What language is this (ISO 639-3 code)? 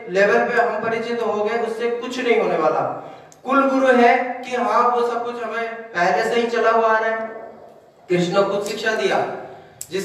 hin